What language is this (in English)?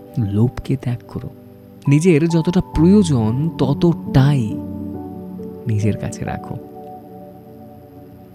Bangla